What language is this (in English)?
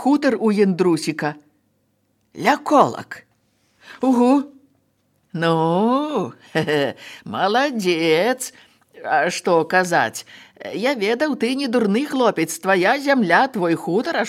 Belarusian